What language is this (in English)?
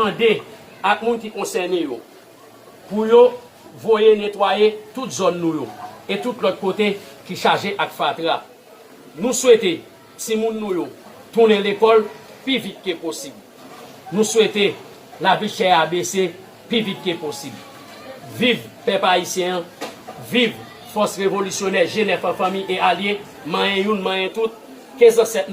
Haitian Creole